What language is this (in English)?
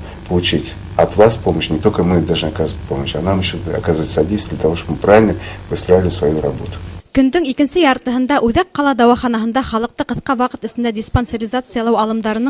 Bashkir